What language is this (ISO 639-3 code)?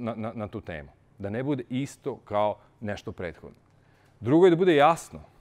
srp